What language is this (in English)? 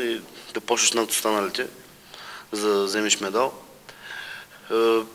Bulgarian